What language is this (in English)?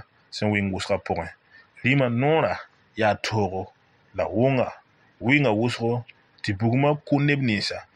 Mossi